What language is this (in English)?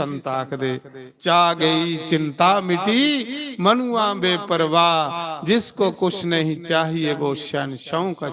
Dogri